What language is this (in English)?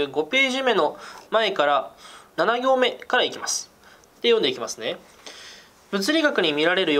Japanese